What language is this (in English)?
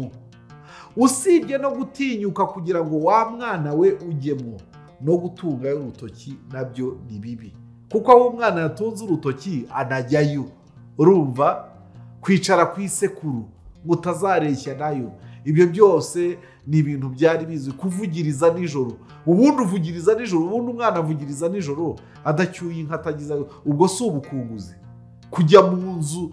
Kinyarwanda